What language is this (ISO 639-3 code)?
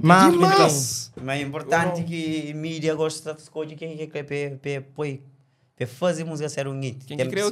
kea